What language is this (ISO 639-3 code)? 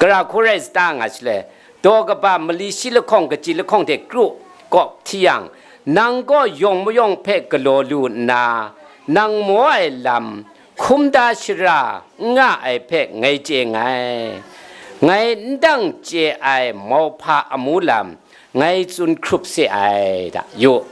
kac